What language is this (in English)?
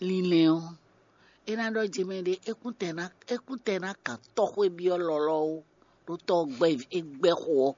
Fon